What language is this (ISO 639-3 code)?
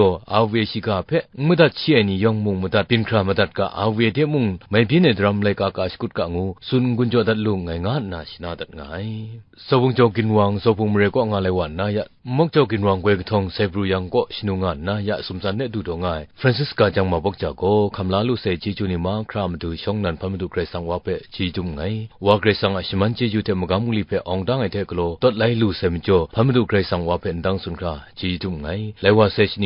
kac